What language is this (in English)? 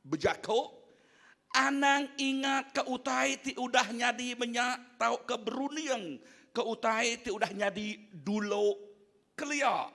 Iban